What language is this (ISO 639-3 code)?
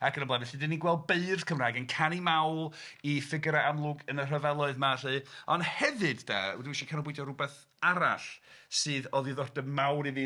cym